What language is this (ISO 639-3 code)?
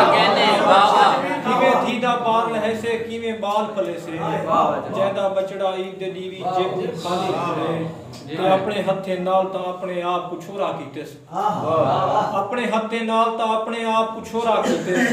skr